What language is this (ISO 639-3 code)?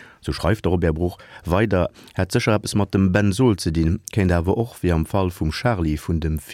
ltz